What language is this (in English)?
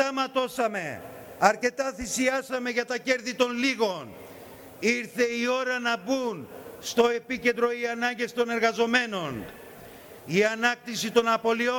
Greek